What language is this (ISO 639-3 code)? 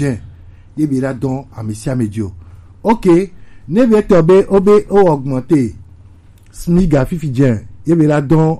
gej